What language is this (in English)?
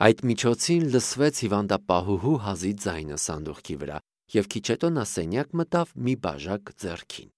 Armenian